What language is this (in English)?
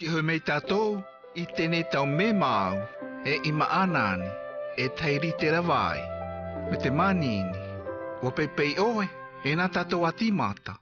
South Marquesan